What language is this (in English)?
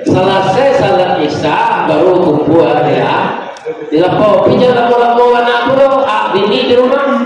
Minangkabau